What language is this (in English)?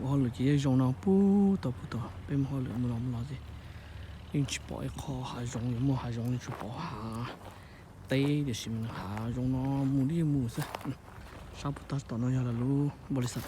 Hmong